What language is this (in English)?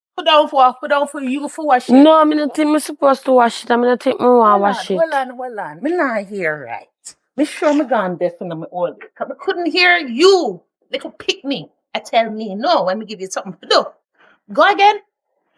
Jamaican Creole English